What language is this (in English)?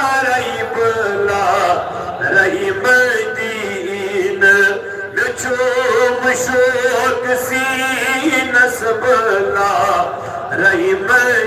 Kashmiri